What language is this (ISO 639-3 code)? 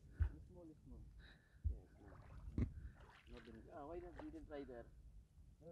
fil